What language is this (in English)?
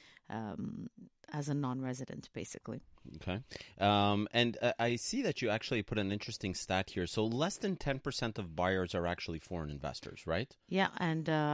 English